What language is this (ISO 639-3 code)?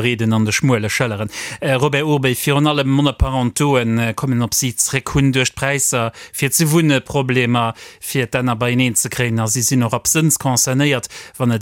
ltz